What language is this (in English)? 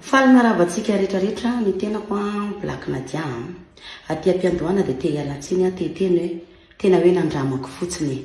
Malagasy